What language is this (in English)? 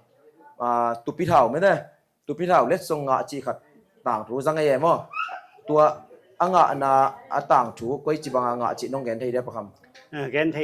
Tedim Chin